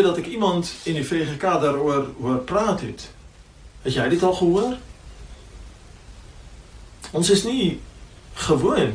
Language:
Afrikaans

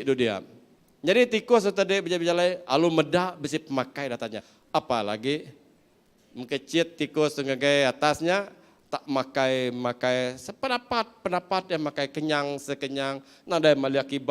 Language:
Iban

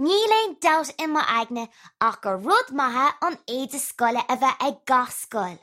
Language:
Irish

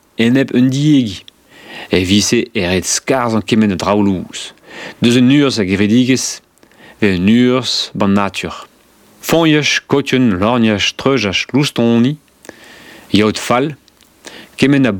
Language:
Breton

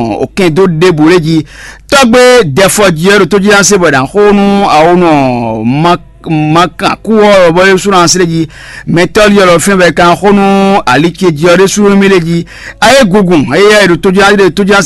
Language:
Fon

